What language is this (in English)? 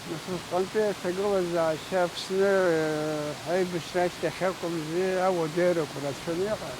Abkhazian